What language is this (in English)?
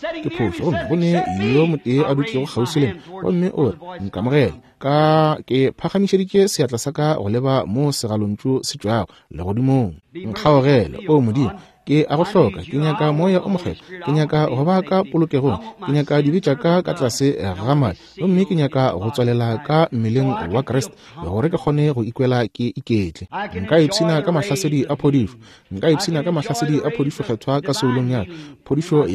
Northern Sotho